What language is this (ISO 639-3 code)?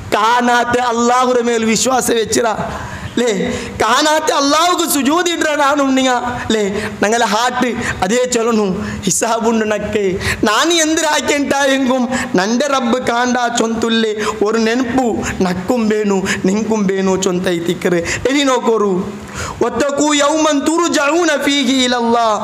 mal